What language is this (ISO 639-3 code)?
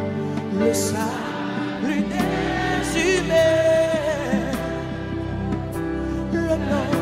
fra